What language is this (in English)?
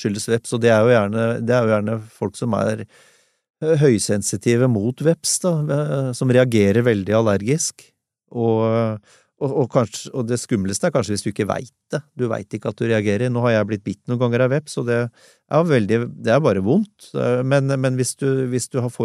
Norwegian